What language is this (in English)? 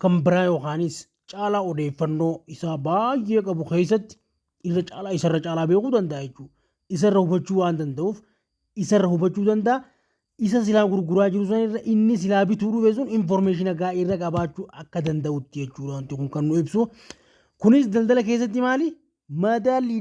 Oromo